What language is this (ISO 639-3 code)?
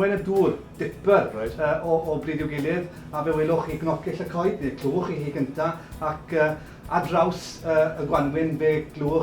cym